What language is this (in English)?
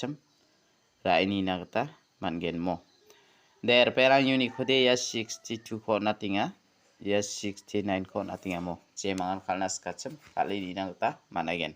Garo